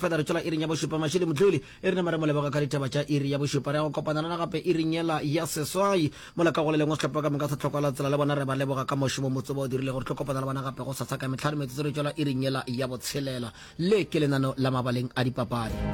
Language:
Northern Sotho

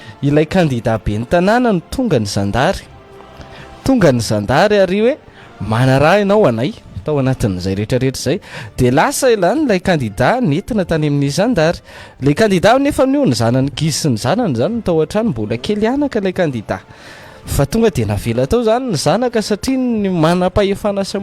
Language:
Malagasy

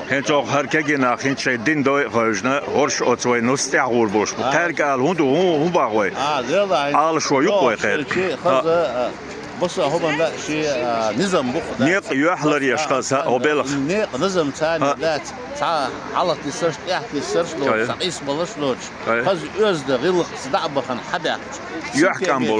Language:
Chechen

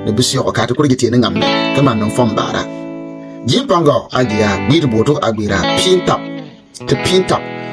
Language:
Bimoba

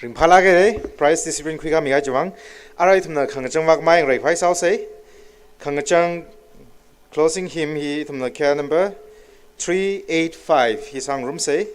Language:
Tangkhul Naga (India)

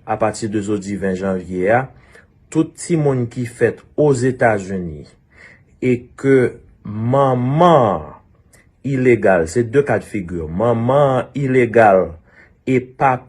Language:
Haitian Creole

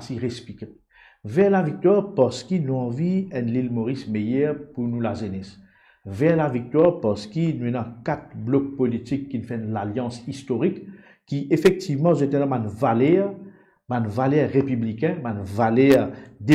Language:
Morisyen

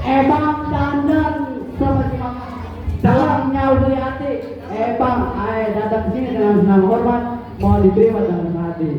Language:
Betawi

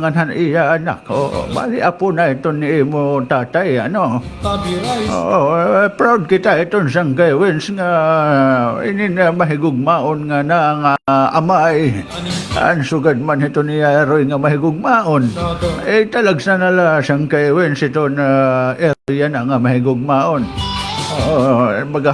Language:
Waray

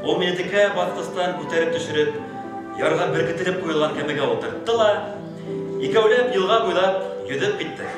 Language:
Bashkir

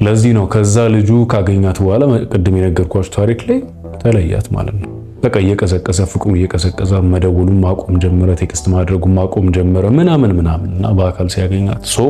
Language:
Amharic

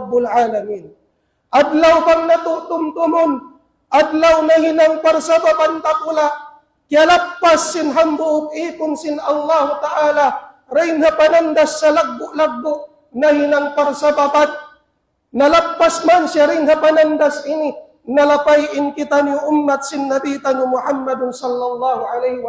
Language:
Tausug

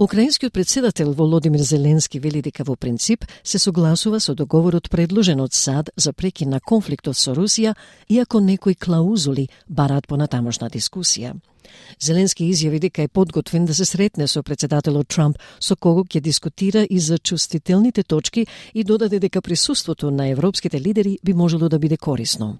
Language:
Macedonian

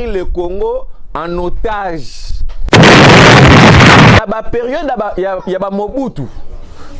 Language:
Lingala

